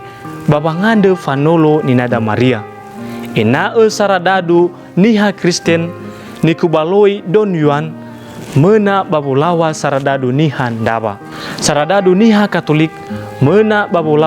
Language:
Nias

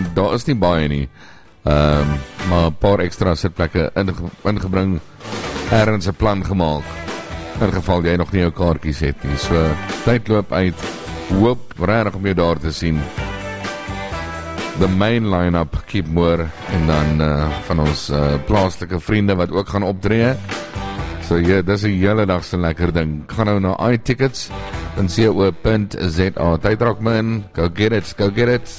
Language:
Afrikaans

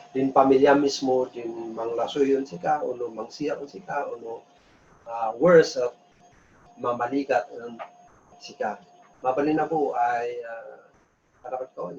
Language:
Kankanaey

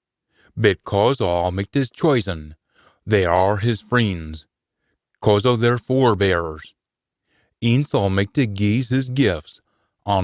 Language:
Scots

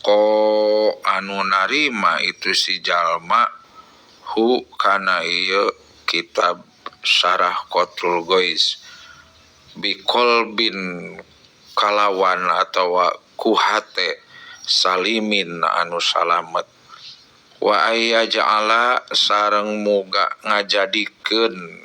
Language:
Sundanese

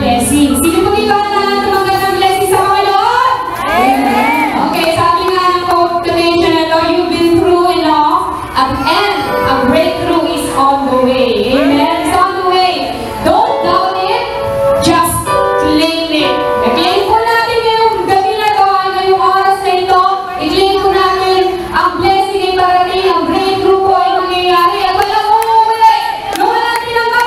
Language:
Filipino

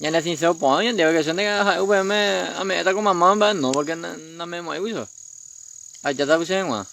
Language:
Guarani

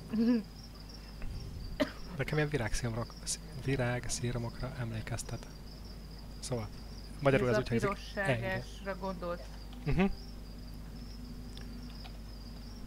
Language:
Hungarian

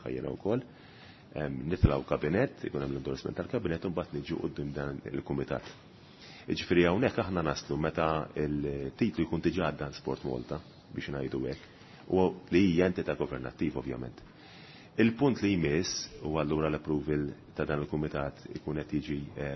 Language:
Maltese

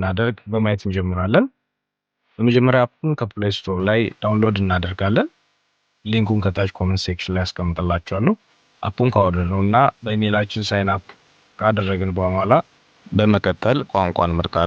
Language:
Amharic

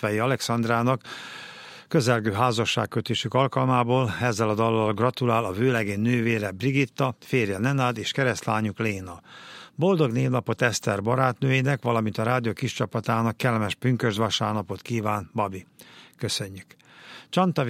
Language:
Hungarian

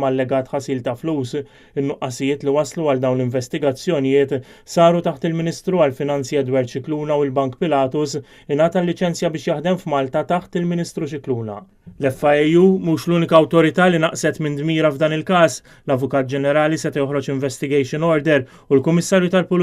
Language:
Maltese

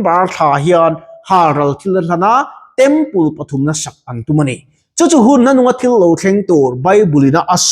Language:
Mizo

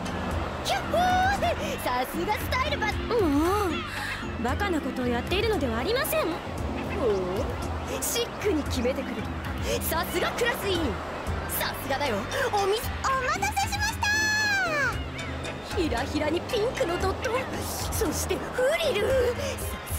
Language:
Japanese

